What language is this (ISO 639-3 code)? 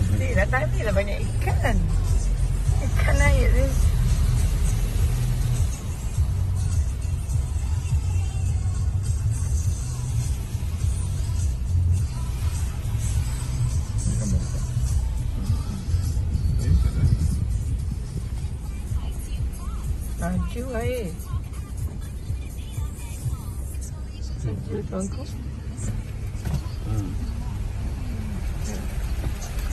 msa